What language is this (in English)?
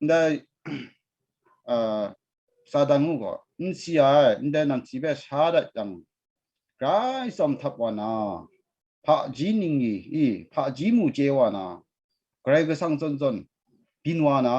Kachin